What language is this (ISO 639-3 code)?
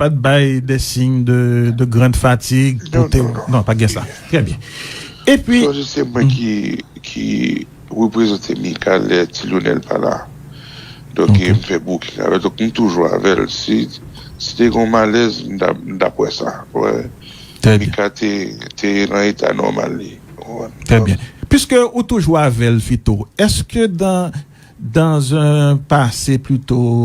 hat